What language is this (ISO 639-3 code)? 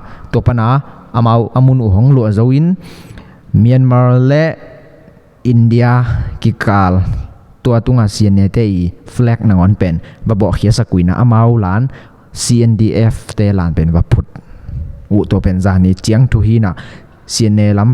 ctd